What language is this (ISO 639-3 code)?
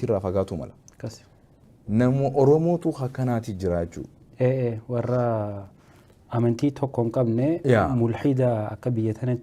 orm